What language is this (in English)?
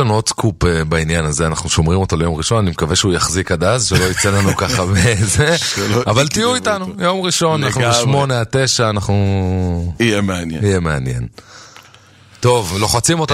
Hebrew